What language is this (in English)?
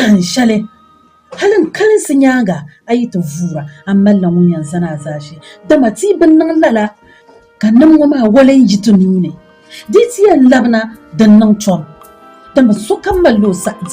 Dagbani